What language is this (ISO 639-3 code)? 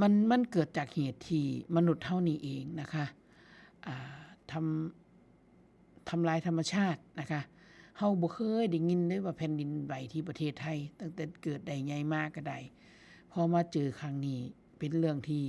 tts